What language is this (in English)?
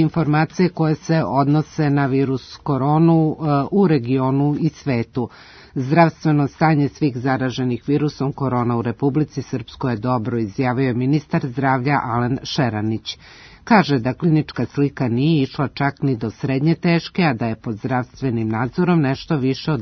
Serbian